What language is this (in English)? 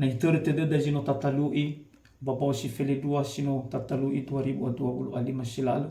Nias